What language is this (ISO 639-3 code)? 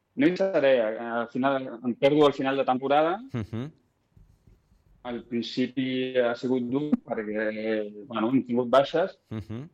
cat